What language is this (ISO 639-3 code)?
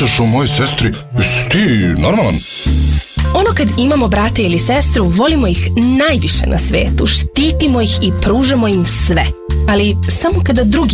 srp